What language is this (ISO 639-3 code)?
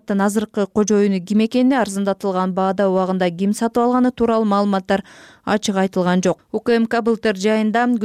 kir